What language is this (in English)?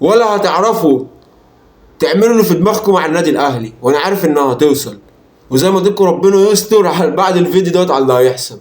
Egyptian Arabic